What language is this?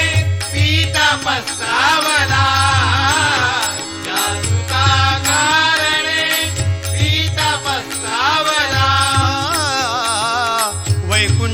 Marathi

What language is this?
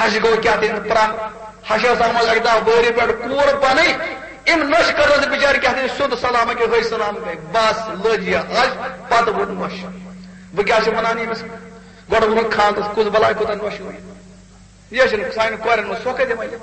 Kashmiri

